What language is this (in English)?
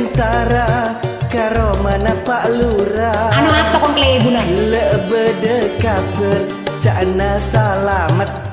Madurese